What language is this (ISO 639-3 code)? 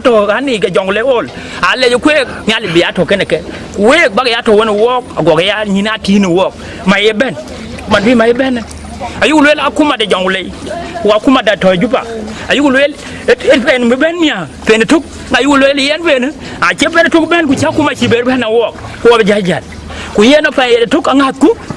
din